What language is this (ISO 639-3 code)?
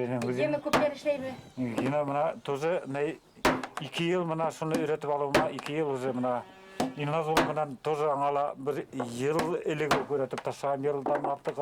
bak